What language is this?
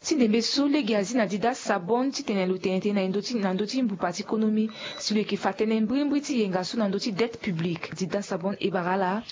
Sango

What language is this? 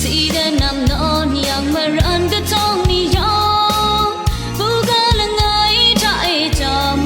Kachin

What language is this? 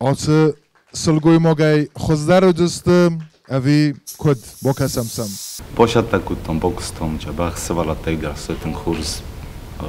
Ossetic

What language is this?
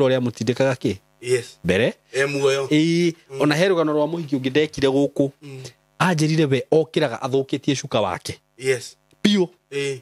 Kikuyu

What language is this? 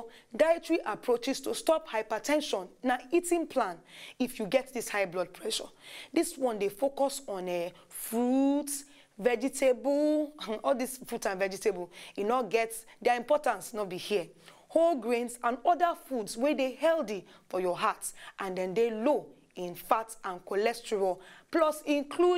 Nigerian Pidgin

